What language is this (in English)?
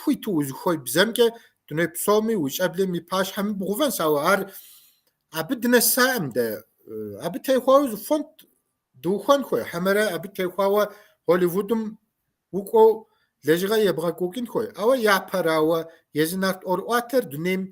Kabardian